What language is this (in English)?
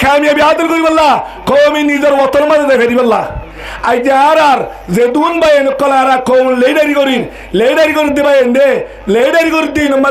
Rohingya